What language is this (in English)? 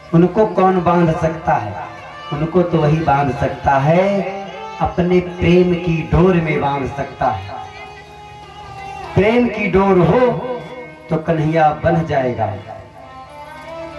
Hindi